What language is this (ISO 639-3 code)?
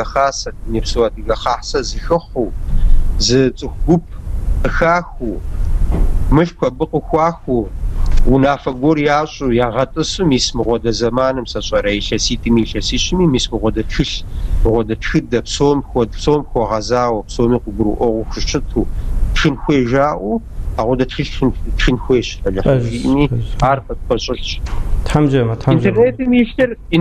kbd